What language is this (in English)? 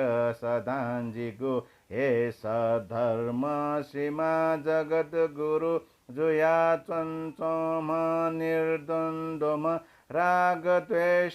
Newari